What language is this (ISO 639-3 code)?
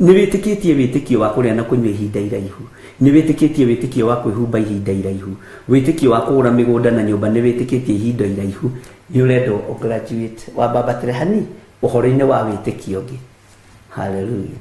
kik